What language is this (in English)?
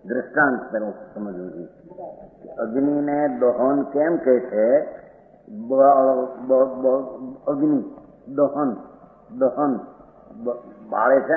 Gujarati